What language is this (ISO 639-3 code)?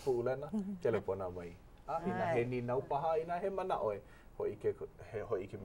haw